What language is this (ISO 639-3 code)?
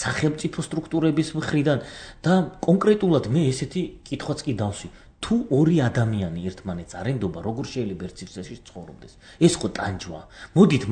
kat